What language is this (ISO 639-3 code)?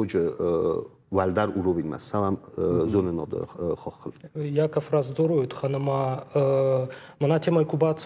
oss